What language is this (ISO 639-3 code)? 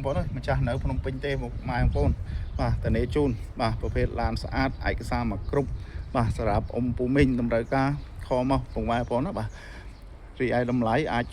khm